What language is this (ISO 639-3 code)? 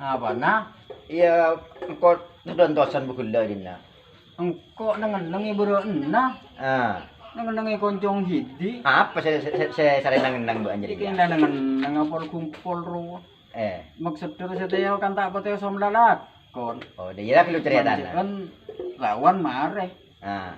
mad